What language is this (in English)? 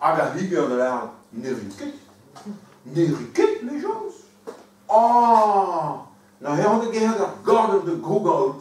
Breton